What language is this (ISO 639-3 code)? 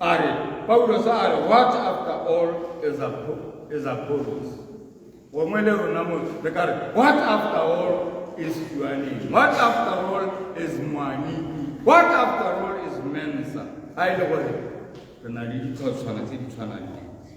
tsn